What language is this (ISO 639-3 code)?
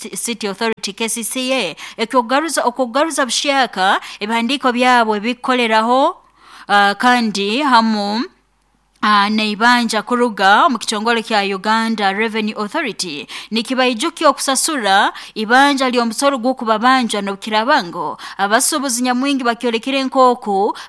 nyo